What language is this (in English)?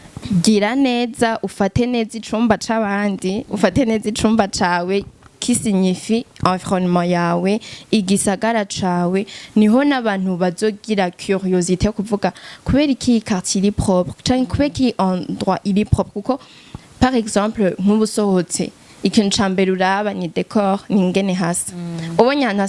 Rundi